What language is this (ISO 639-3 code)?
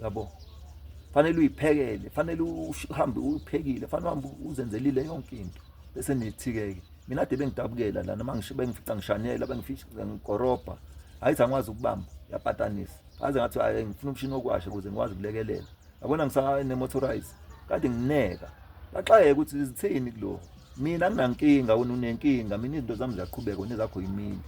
zul